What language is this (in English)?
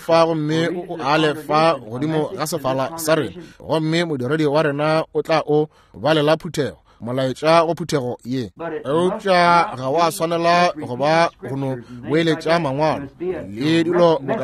Northern Sotho